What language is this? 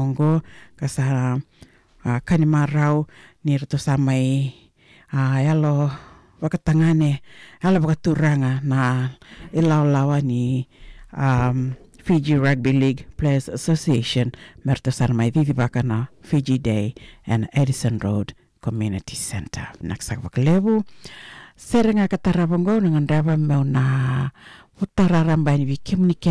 Fijian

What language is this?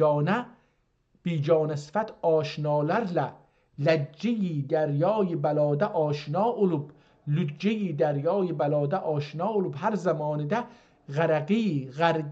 South Azerbaijani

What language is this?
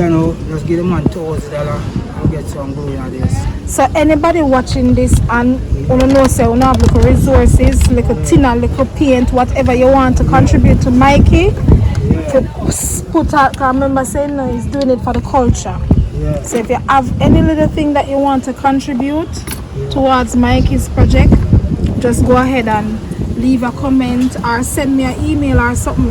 Jamaican Creole English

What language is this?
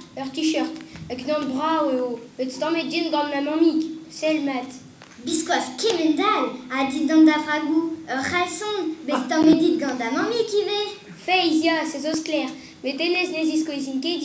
Breton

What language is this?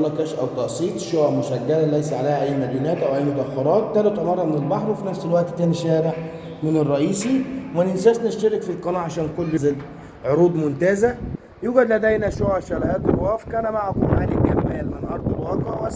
Egyptian Arabic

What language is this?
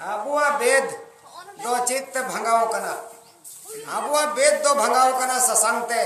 Santali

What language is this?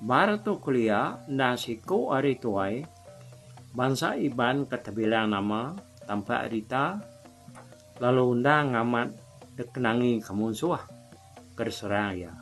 Iban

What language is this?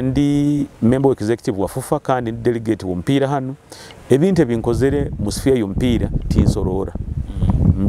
Nyoro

